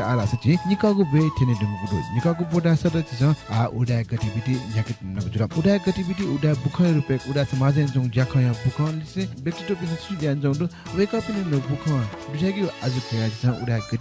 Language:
Newari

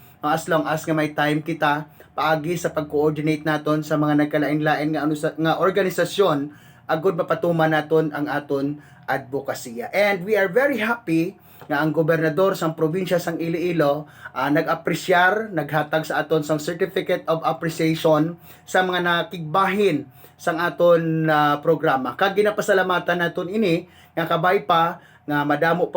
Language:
Hiligaynon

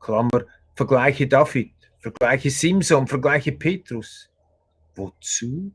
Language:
Swiss German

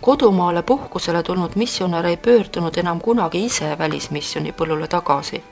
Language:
Estonian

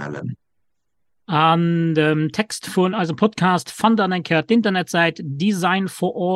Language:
Luxembourgish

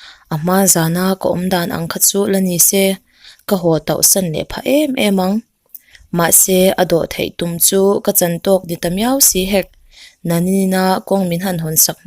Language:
Mizo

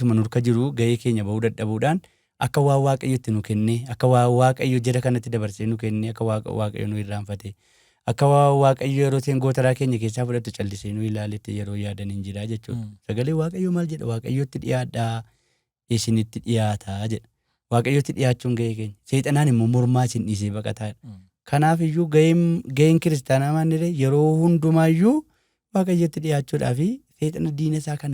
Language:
Oromo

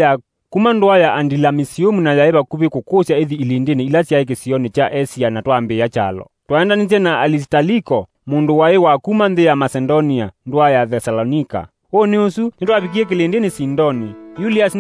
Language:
Kamba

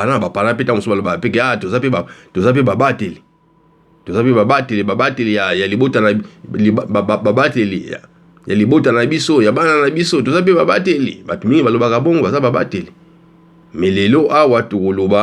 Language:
Lingala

